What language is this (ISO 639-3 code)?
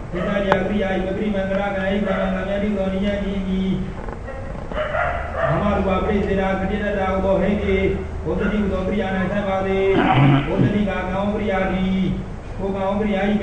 mya